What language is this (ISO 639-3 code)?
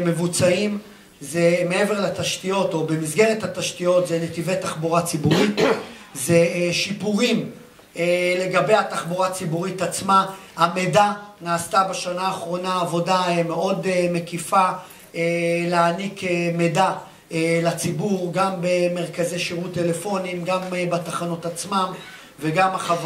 heb